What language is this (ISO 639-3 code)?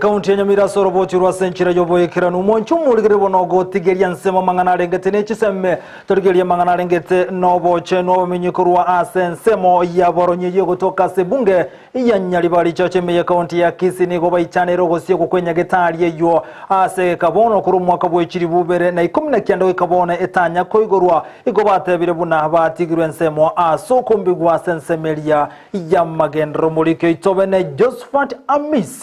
guz